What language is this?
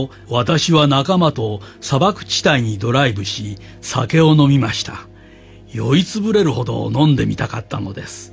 Japanese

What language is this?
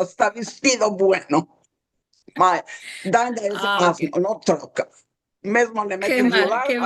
Ladino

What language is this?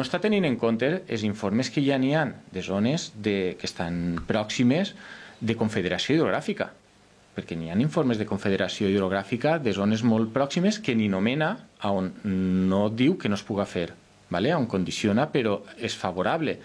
Catalan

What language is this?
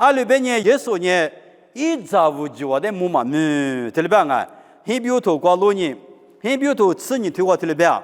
Lisu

